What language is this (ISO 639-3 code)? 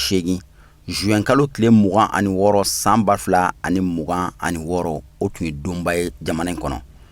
bam